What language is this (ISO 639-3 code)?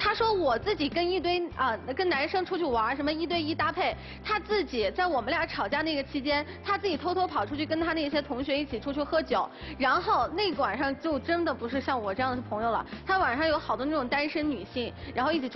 zho